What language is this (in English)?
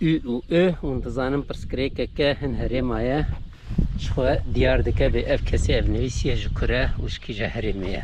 Kurdish